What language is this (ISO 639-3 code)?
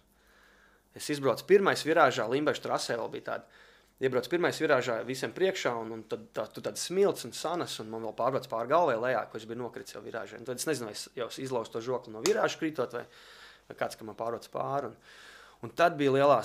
lav